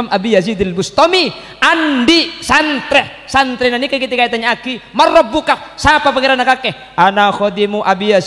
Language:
Madurese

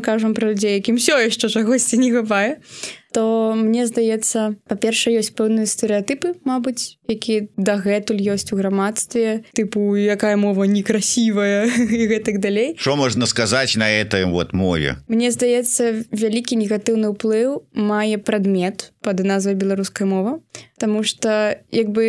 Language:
Belarusian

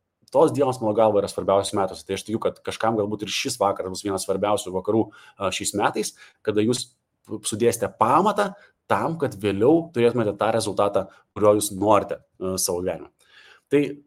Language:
Lithuanian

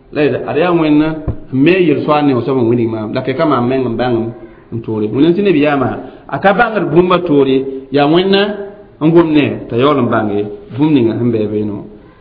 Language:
Mossi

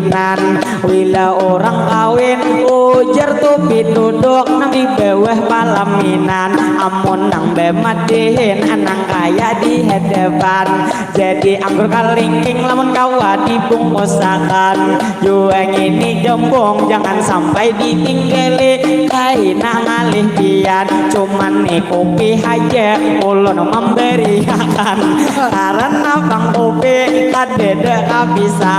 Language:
Banjar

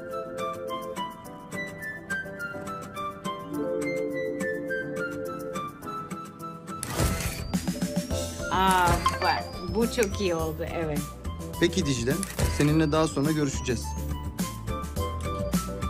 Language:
Turkish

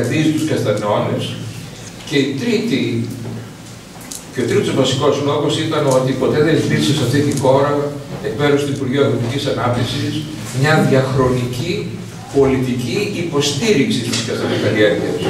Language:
Greek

